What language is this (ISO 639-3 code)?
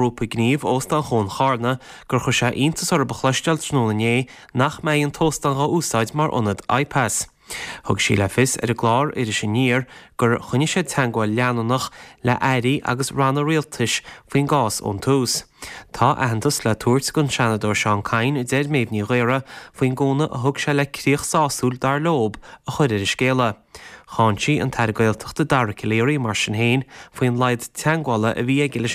gle